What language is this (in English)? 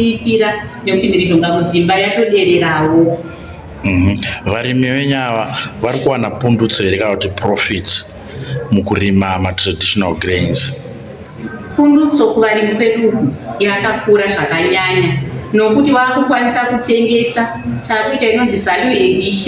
Shona